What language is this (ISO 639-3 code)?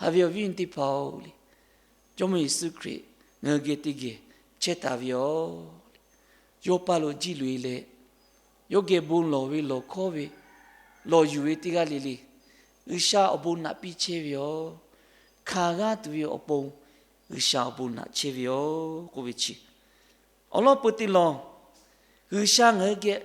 lhu